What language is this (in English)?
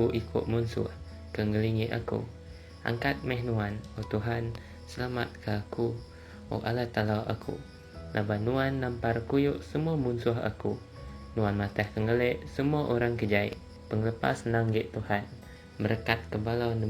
Iban